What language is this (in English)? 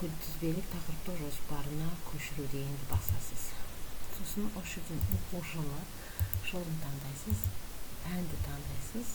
Kazakh